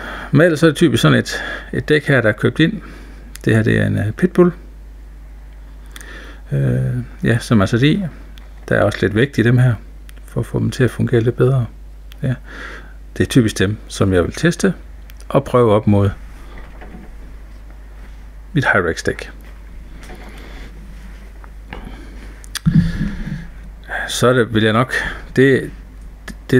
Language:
Danish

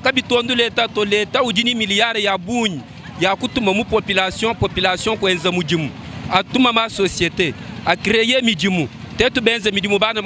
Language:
Luba-Lulua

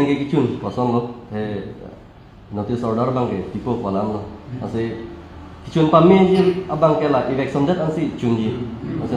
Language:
Karbi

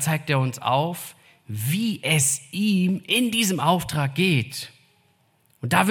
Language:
German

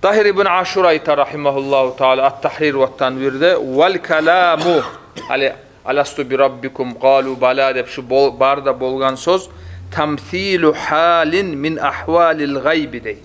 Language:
Kumyk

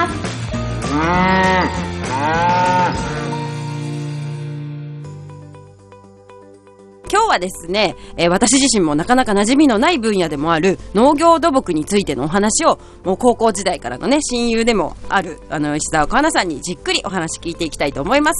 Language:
Japanese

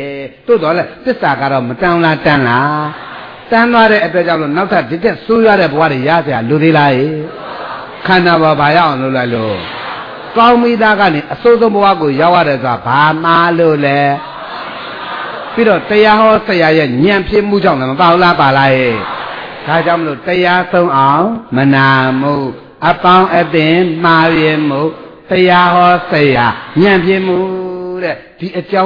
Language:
Burmese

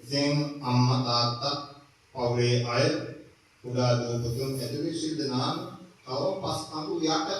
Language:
Sinhala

